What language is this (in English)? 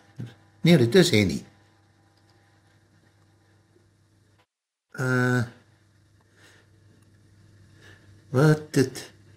Afrikaans